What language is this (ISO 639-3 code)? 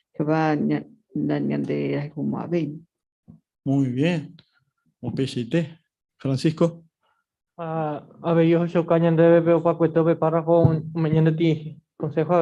grn